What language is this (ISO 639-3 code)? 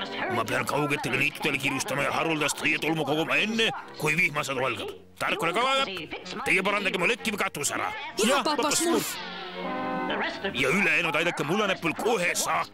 est